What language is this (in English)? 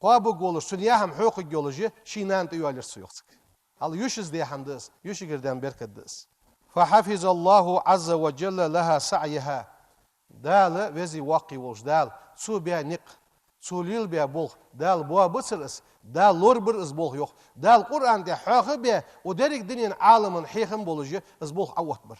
Ingush